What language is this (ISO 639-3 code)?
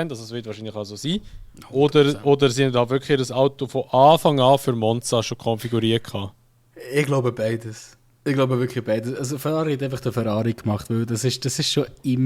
gsw